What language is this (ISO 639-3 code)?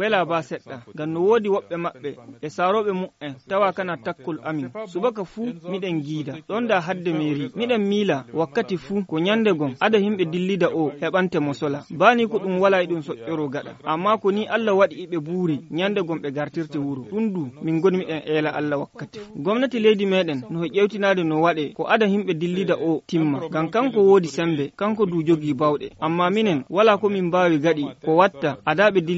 ful